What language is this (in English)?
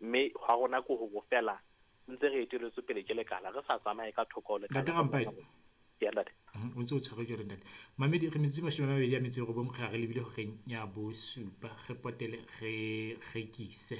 Southern Sotho